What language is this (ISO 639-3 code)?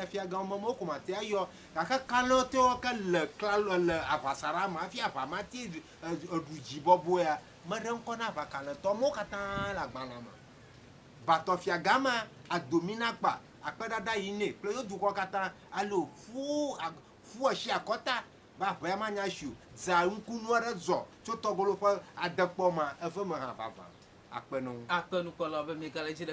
ewe